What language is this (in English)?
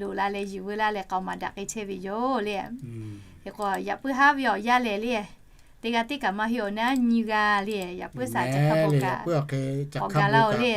Lahu